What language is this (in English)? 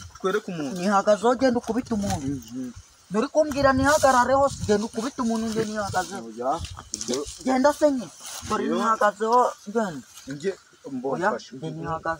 Kinyarwanda